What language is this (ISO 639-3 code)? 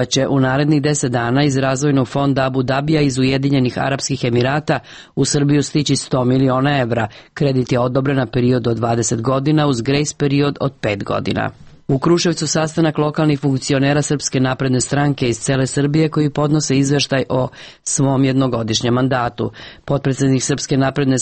srp